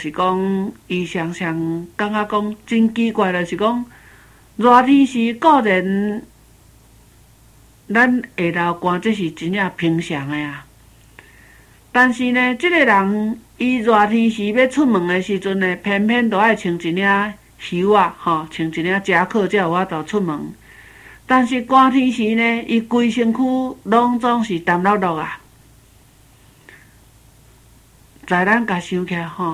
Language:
Min Nan Chinese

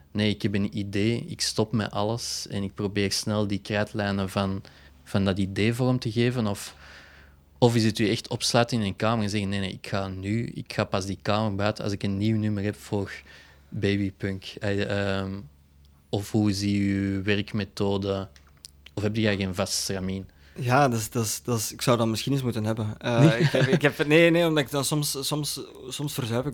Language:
Dutch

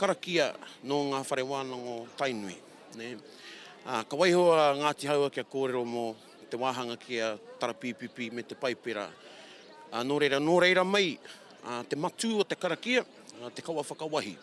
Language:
Māori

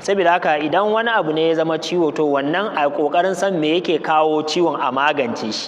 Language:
Hausa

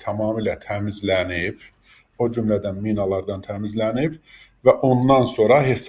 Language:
Azerbaijani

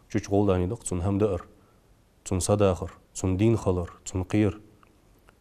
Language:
Ingush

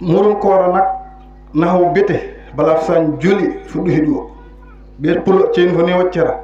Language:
Wolof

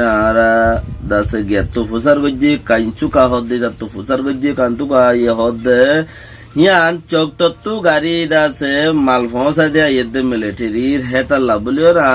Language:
Rohingya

